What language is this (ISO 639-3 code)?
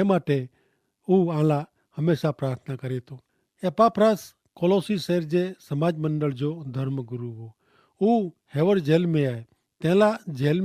kfr